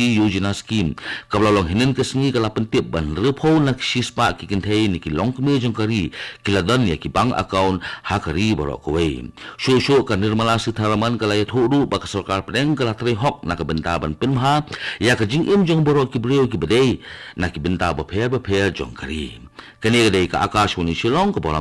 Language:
Khasi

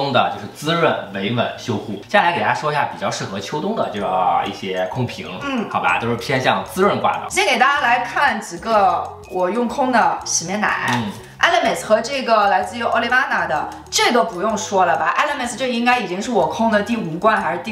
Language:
Chinese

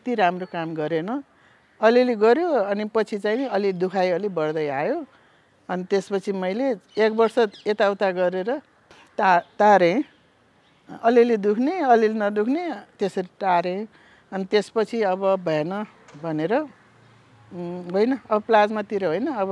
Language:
Nepali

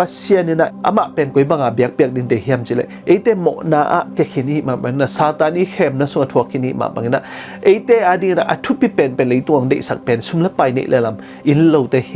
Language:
Tedim Chin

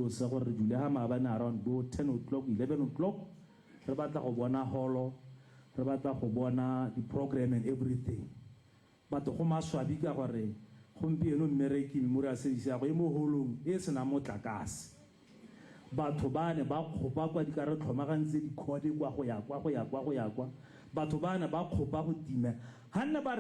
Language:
Tswana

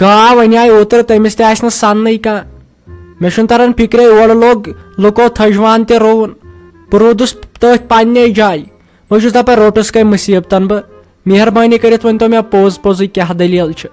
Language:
Kashmiri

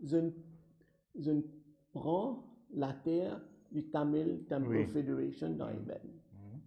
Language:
Morisyen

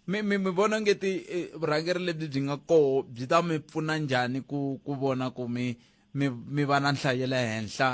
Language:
Tsonga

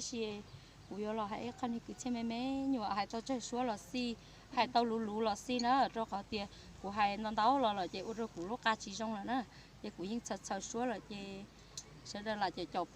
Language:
Hmong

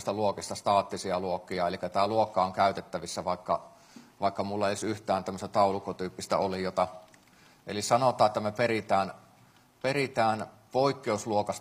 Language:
Finnish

